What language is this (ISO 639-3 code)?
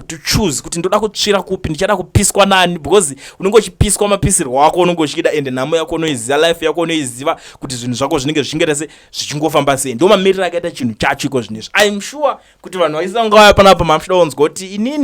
sna